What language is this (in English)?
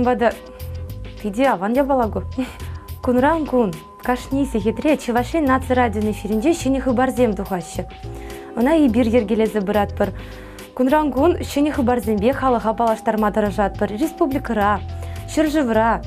Chuvash